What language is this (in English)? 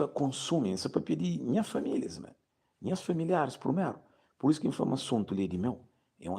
Kabuverdianu